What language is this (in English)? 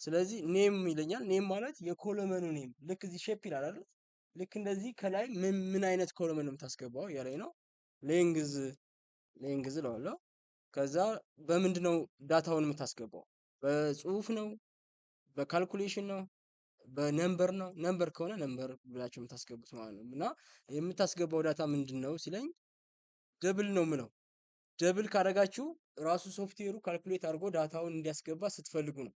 Amharic